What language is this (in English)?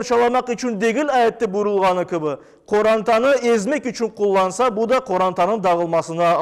Crimean Tatar